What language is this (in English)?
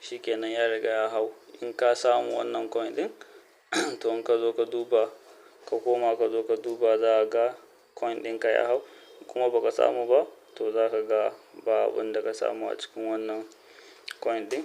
Hausa